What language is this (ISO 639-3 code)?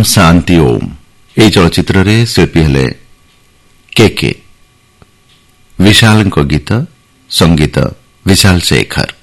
ori